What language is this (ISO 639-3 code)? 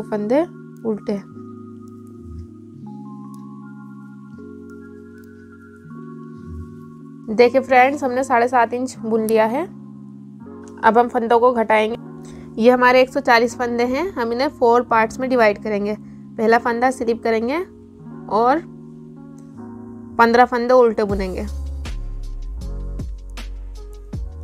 hin